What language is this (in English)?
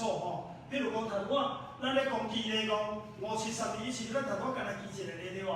Min Nan Chinese